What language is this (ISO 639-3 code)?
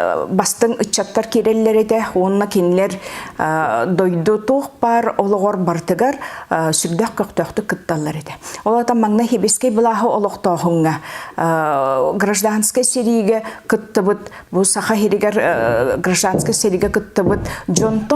sah